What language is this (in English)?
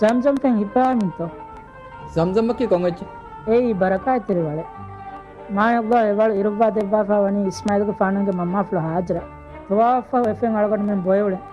Divehi